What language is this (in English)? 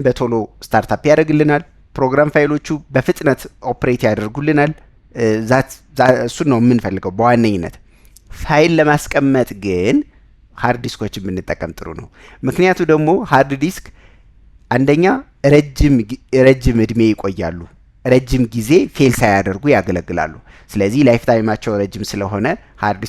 Amharic